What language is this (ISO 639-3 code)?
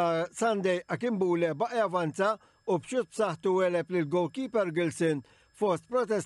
mlt